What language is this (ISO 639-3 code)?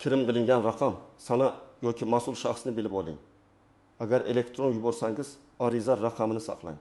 uzb